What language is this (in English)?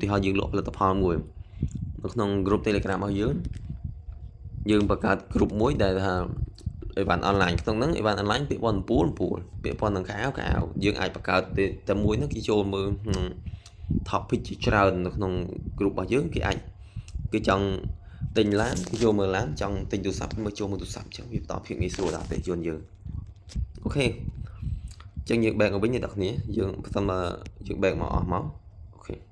Khmer